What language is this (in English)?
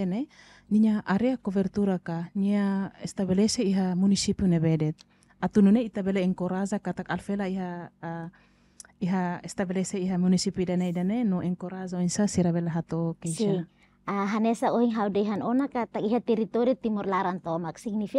Tetum